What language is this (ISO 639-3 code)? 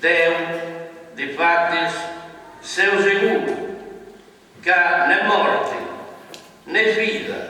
srd